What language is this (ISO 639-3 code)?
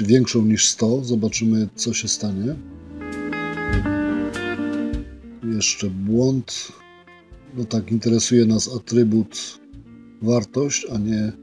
pol